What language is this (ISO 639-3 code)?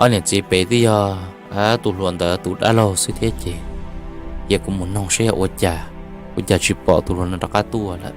hmn